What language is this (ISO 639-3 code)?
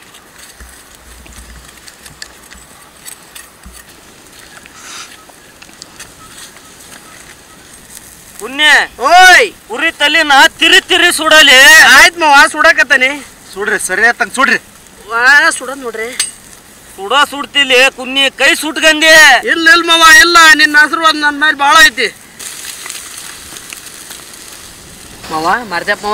kan